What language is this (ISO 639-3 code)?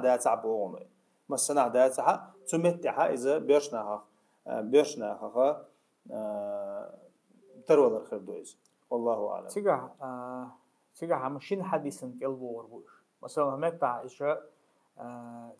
che